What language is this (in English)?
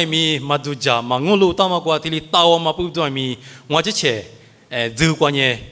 Lisu